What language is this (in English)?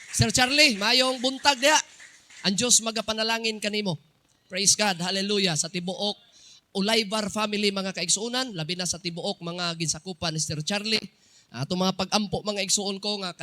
Cebuano